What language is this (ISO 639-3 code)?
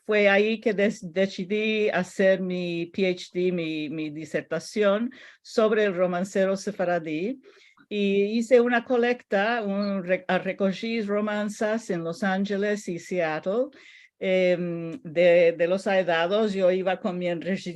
lad